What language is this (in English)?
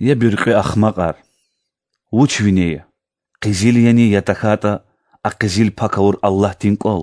Lezghian